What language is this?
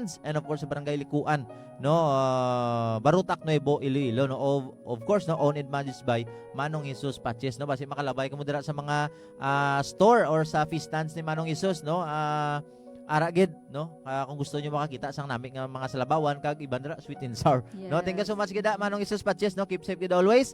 Hiligaynon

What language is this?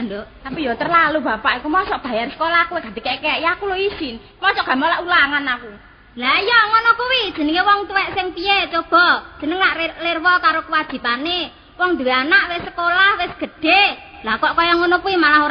Javanese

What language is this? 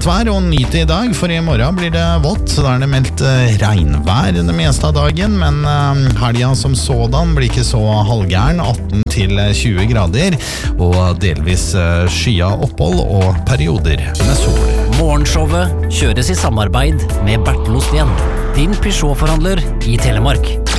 Norwegian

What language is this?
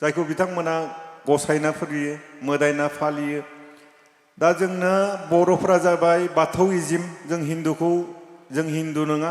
Bodo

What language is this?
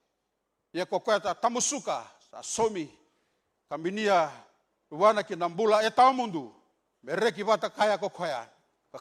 Fijian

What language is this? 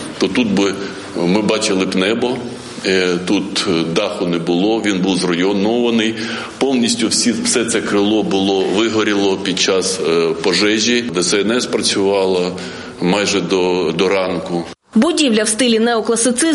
Ukrainian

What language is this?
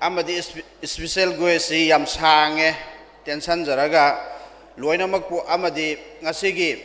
Manipuri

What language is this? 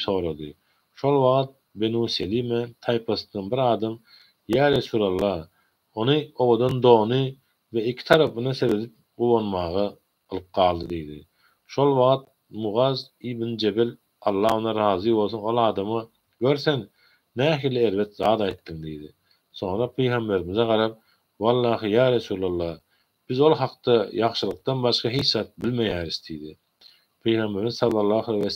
Turkmen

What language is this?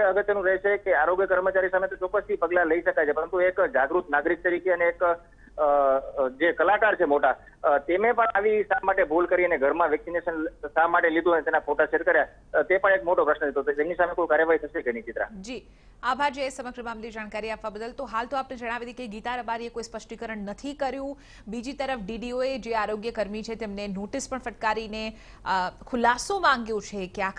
Gujarati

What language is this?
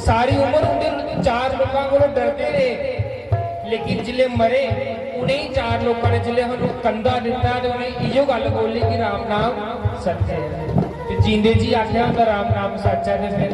Dogri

